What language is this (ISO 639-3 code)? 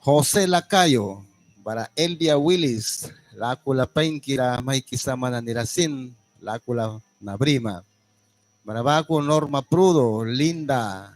miq